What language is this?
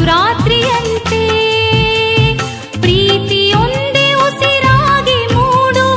Kannada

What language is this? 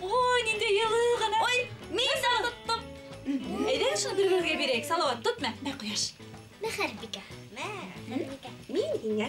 Bashkir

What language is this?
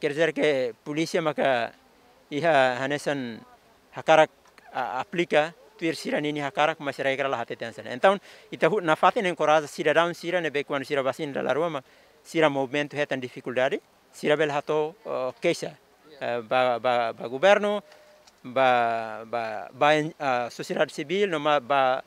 Tetum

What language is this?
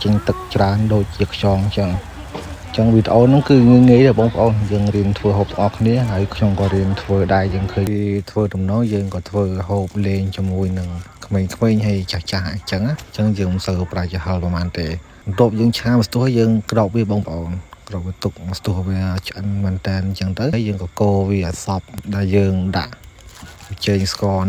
Khmer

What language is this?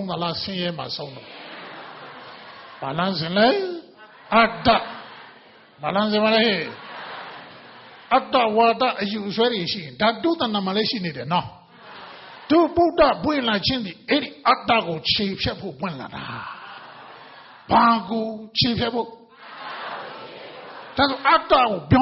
Burmese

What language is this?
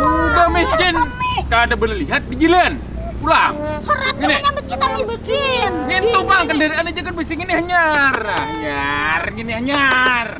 Banjar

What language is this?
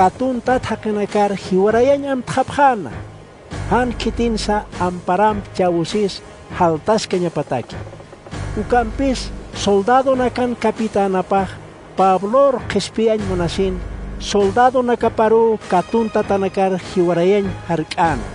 Aymara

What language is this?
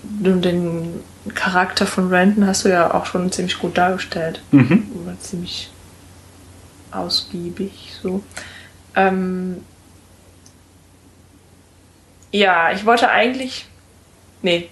German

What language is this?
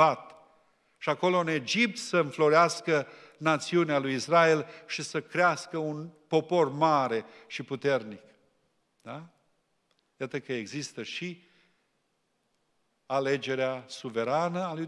Romanian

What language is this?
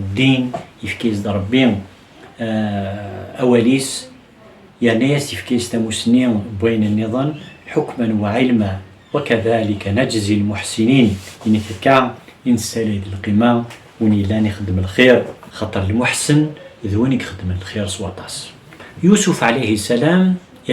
Kabyle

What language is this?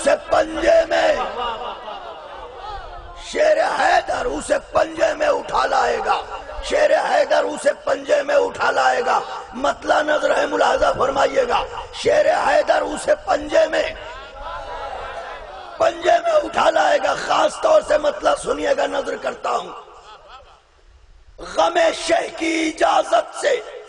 Urdu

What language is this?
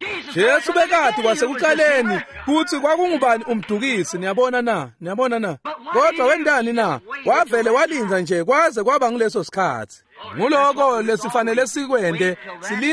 Swati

